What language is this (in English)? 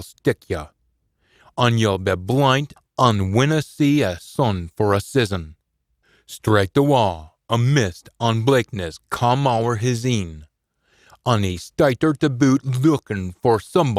Scots